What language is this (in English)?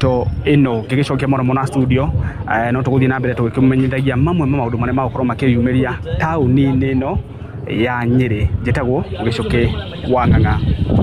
Kikuyu